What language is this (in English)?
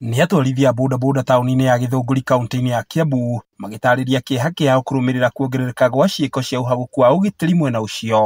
Kikuyu